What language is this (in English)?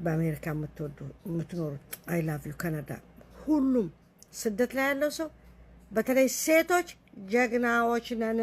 Amharic